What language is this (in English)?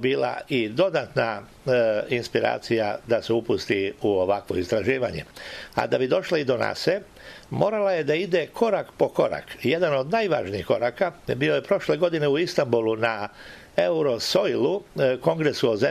Serbian